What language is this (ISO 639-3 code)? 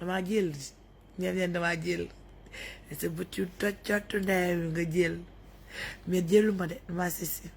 wol